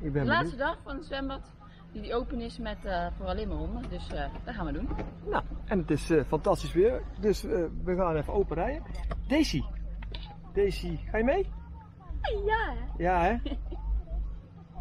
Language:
Dutch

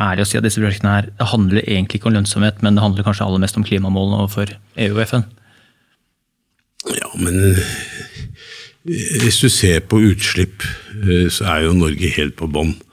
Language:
Norwegian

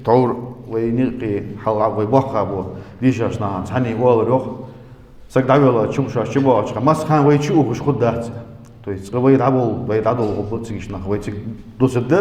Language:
Ingush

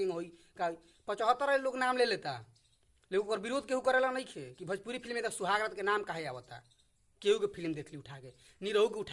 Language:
Bhojpuri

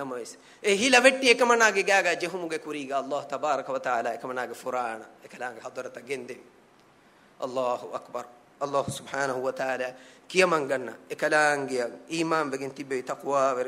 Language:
Divehi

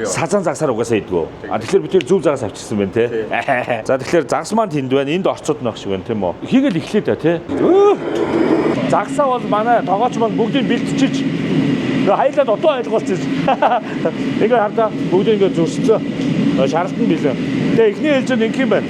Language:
Mongolian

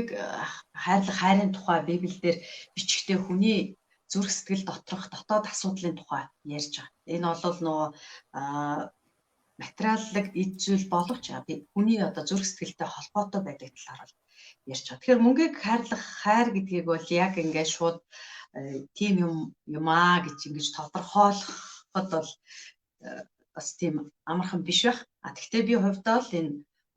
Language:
Mongolian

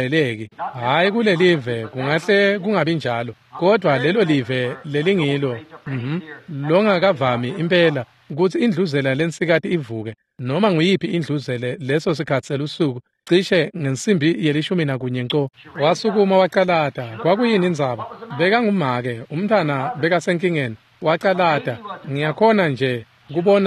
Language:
Swati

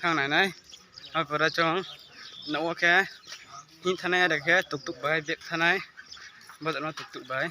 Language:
Riang (India)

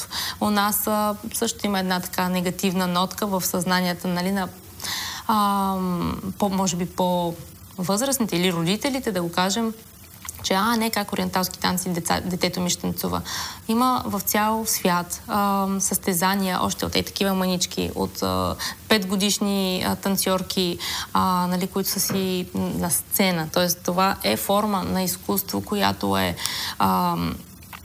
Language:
Bulgarian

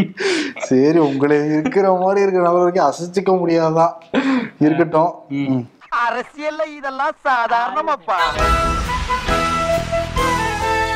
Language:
Tamil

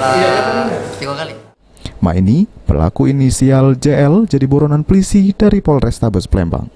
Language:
Musi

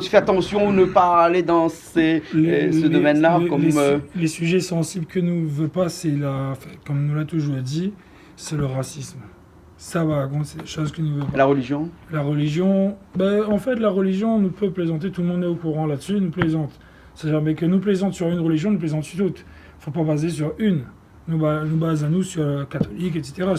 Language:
Réunion Creole French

